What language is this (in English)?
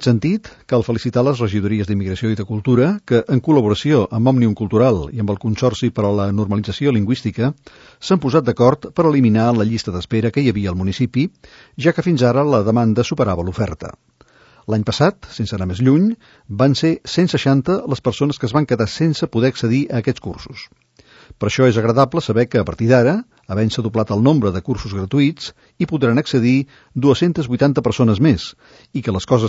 Catalan